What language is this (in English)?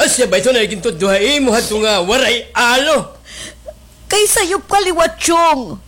Waray